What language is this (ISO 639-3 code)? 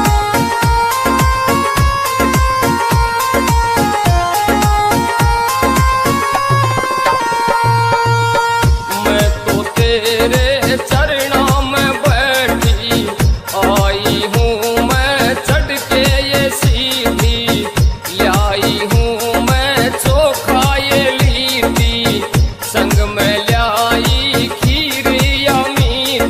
bho